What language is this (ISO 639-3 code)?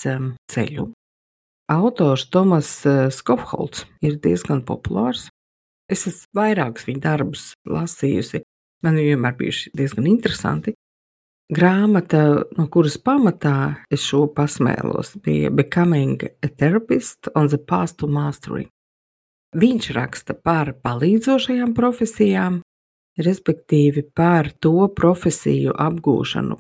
lav